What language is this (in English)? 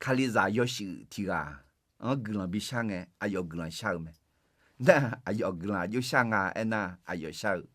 Akha